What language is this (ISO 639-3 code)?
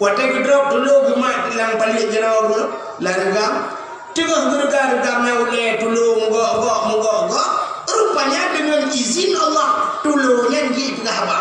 ace